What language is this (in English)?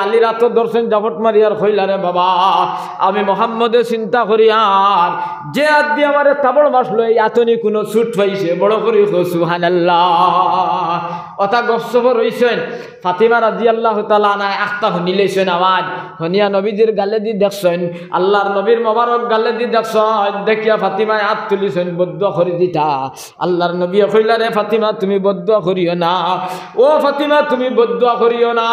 Sylheti